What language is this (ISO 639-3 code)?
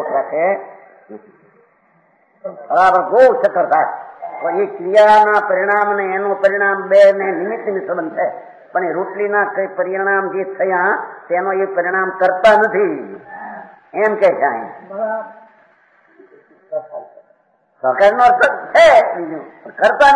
guj